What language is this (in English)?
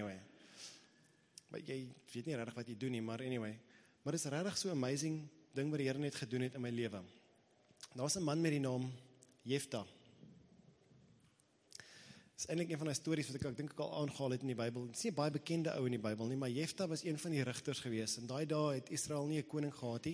Afrikaans